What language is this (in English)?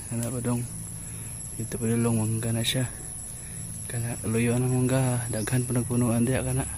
Cebuano